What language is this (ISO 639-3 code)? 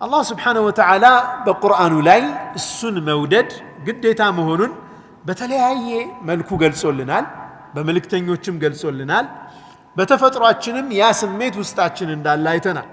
amh